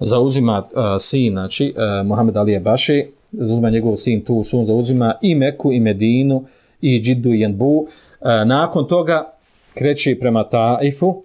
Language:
Bosnian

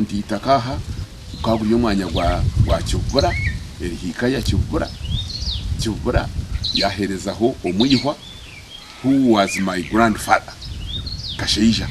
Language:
Nyankole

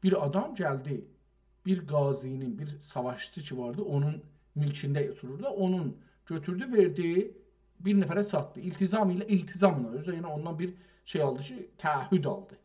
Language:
South Azerbaijani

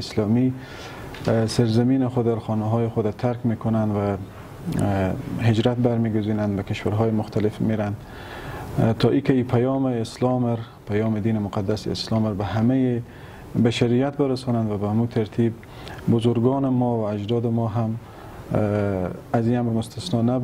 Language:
Persian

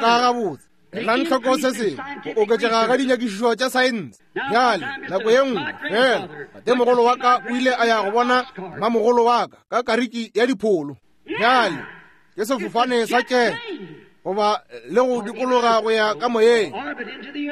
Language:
Northern Sotho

